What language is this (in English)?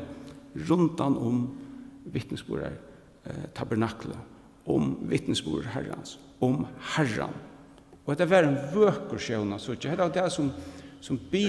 Faroese